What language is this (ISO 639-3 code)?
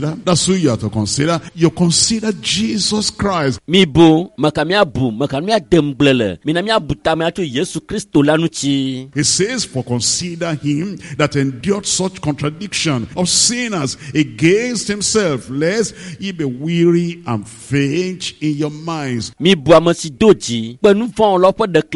ewe